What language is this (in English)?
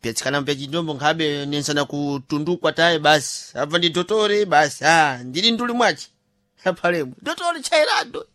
Sena